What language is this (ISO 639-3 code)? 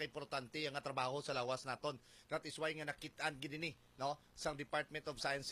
hil